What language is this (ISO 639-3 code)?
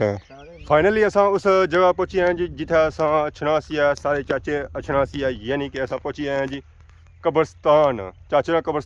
phr